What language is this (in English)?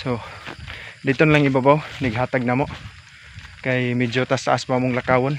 Cebuano